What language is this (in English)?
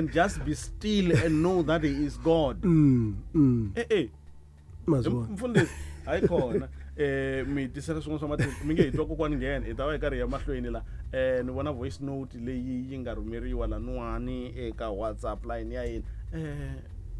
Tsonga